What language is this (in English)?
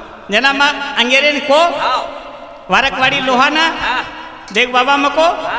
Lambadi